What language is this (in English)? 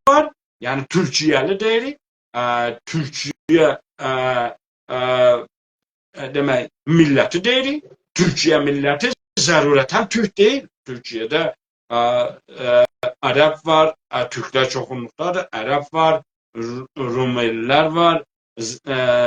South Azerbaijani